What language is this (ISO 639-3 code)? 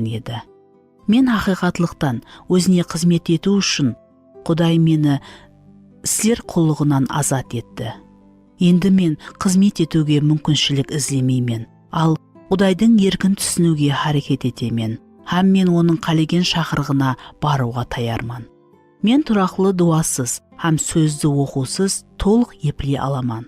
kaa